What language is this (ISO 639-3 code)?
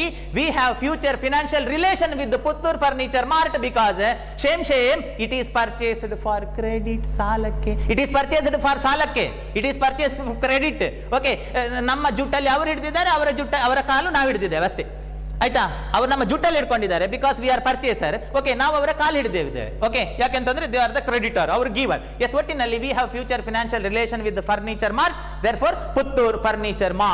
kan